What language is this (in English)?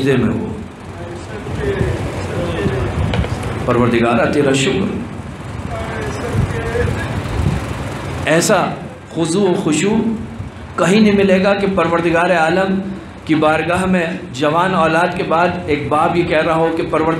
Urdu